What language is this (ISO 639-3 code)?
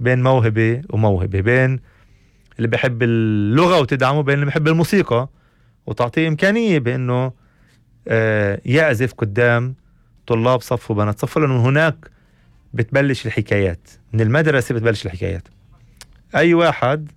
apc